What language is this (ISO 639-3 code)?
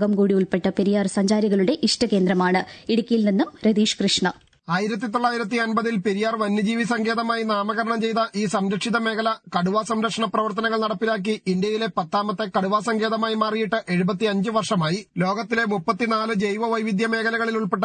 mal